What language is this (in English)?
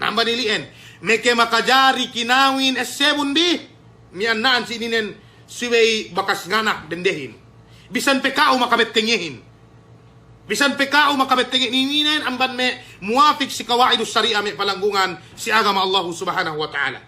Yakan